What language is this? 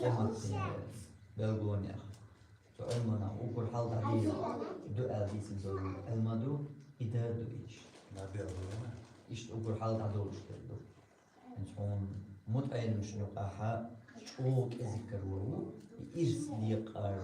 Chechen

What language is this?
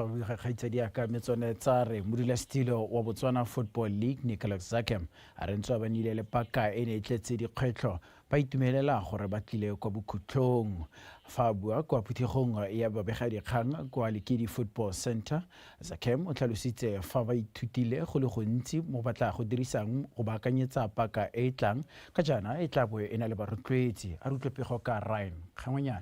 Tswana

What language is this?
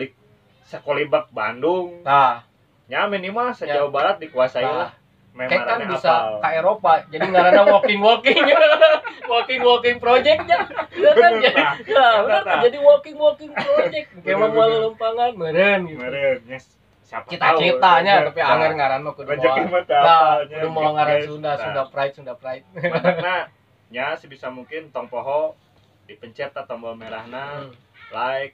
Sundanese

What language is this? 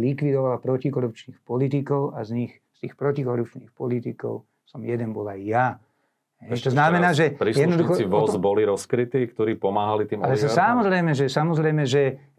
Slovak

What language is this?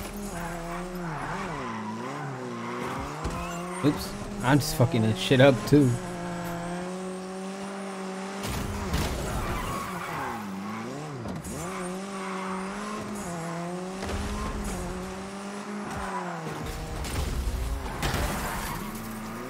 English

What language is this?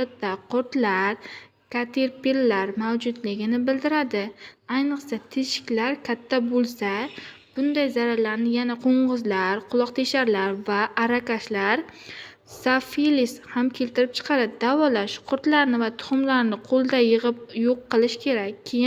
Uzbek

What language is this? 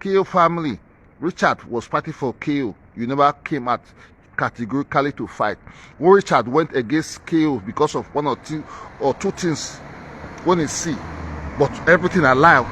Nigerian Pidgin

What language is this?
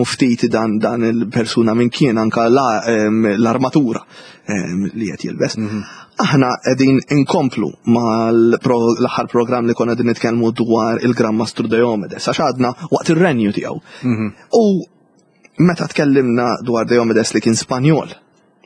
Maltese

